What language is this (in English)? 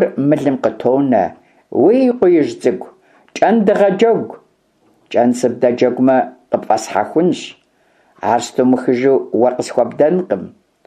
Kabardian